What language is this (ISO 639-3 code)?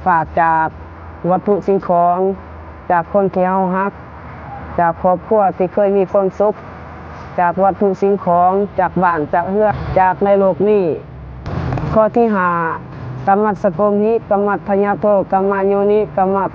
lao